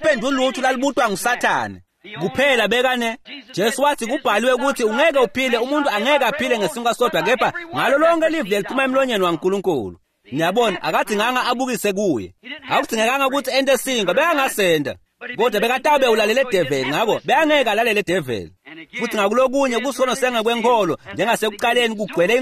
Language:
Swati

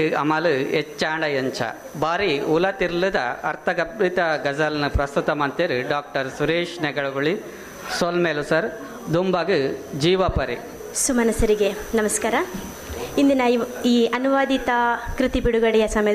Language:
Tulu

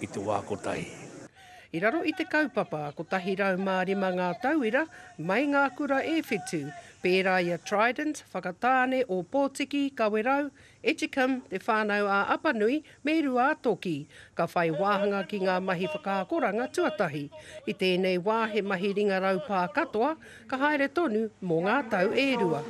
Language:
Māori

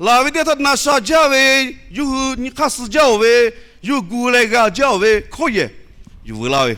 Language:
Lahu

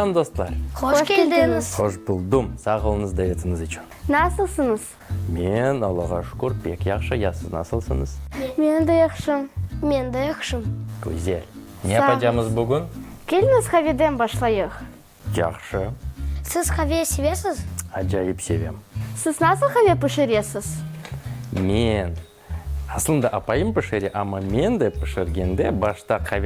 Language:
Crimean Tatar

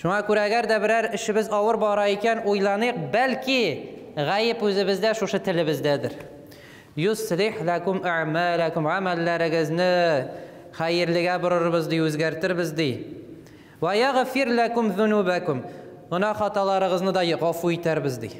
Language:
Tatar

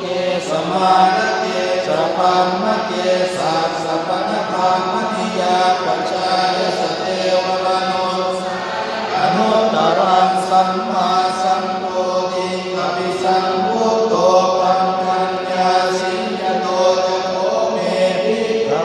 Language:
Pali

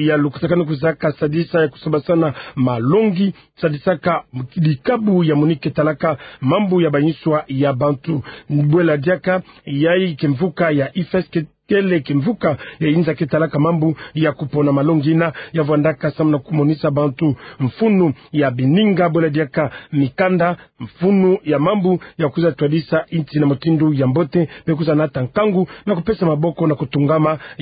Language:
Kituba (Democratic Republic of Congo)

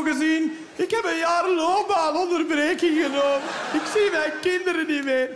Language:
Dutch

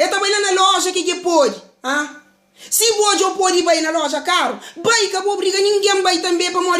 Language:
Kabuverdianu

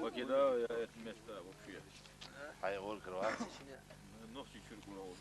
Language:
Chechen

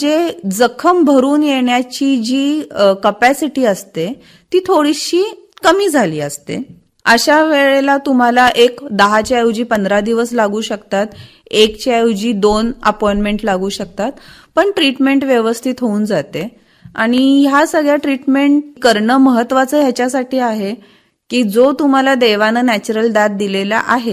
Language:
Marathi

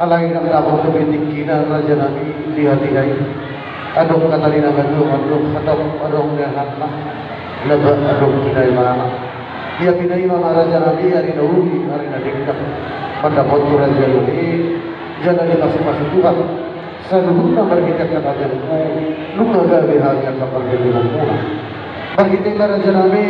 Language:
Batak Toba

